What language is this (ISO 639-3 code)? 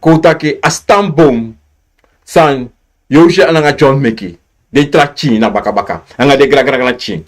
srn